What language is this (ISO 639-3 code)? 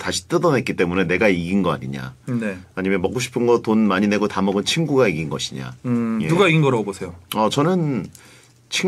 kor